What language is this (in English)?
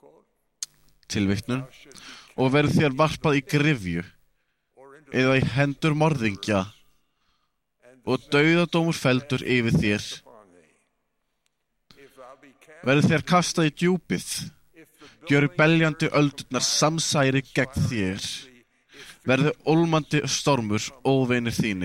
Icelandic